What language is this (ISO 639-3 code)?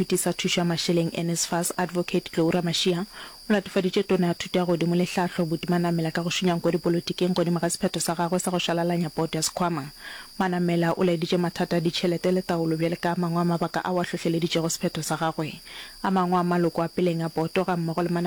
nso